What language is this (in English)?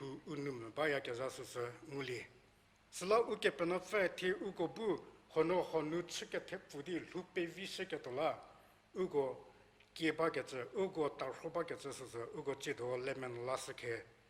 Angami Naga